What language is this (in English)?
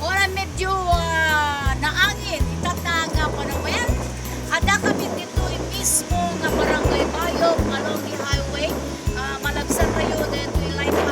Iloko